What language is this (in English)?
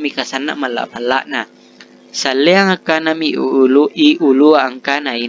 Makasar